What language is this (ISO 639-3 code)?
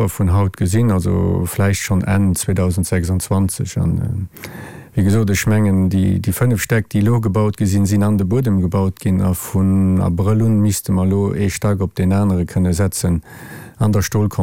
ltz